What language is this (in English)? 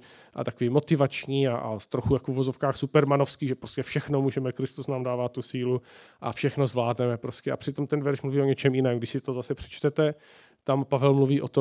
Czech